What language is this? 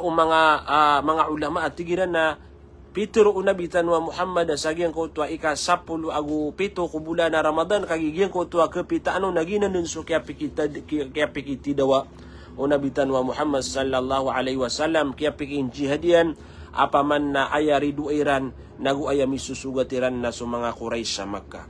Maranao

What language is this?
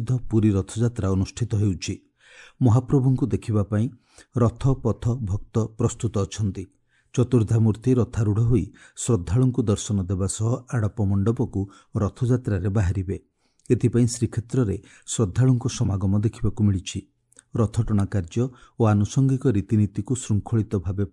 Odia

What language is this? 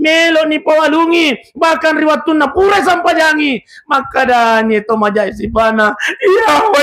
Buginese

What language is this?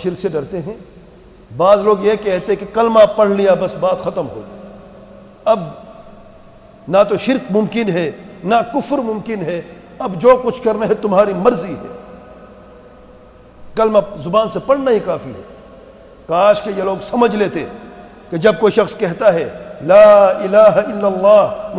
Urdu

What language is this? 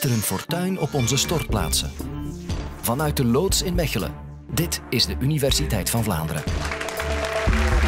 Dutch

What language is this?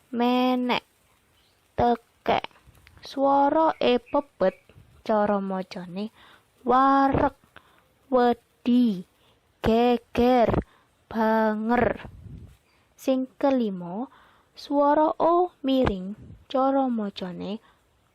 Javanese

